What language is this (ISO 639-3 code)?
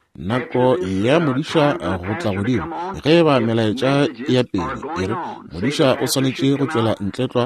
nso